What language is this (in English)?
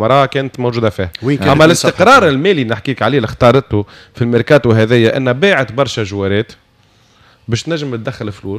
Tunisian Arabic